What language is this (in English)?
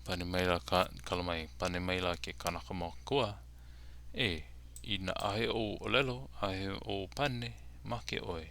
Hawaiian